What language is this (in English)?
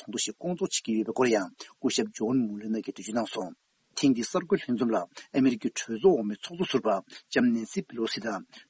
Tibetan